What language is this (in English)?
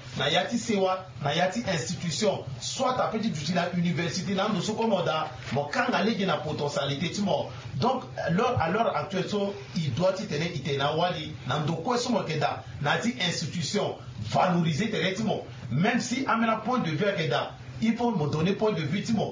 Sango